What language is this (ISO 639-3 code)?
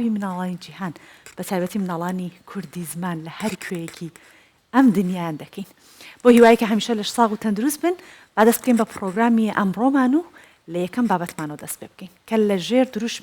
ckb